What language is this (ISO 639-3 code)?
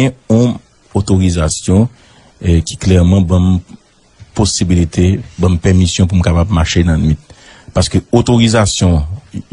hat